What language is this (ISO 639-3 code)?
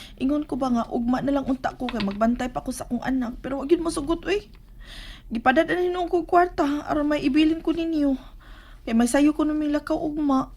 ceb